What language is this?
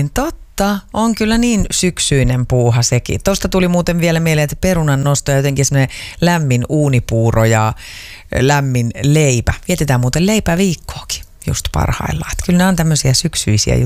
Finnish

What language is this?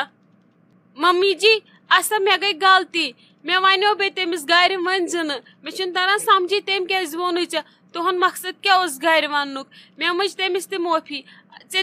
Kashmiri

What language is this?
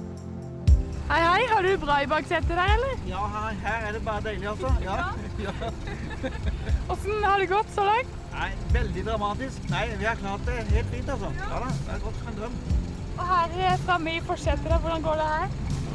Norwegian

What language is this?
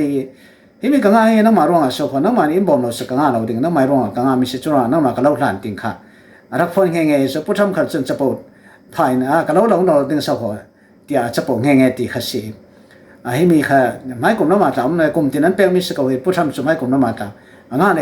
Falam Chin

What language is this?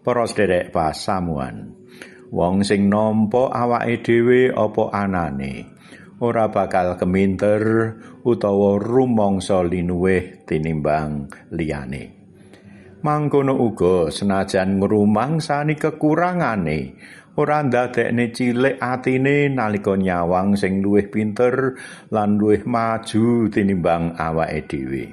Javanese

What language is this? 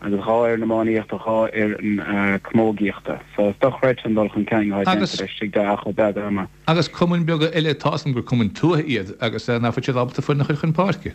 Irish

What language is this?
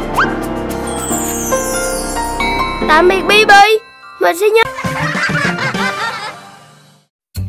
Vietnamese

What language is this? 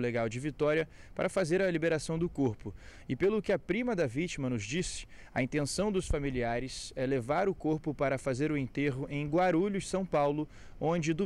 Portuguese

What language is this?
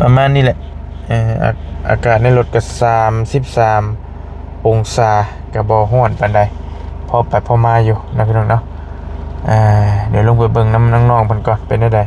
Northeastern Thai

